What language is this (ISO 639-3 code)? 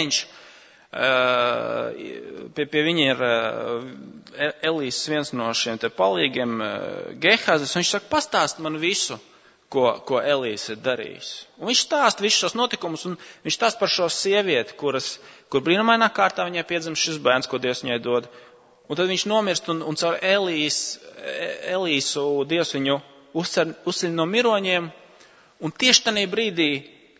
lav